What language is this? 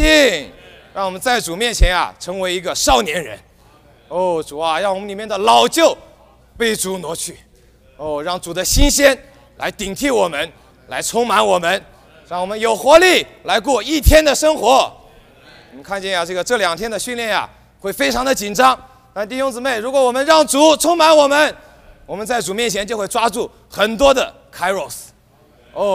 Chinese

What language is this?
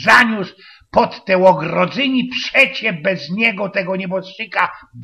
Silesian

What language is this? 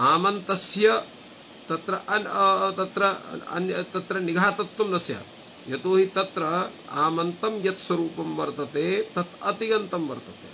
Sanskrit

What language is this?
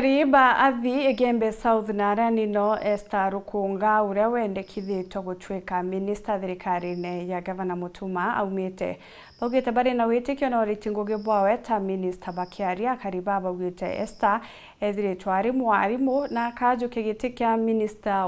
Meru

